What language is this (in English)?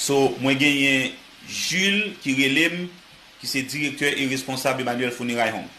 Haitian Creole